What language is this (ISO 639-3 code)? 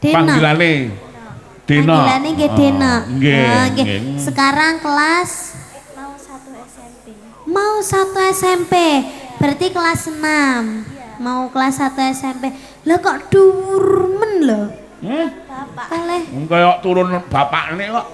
jav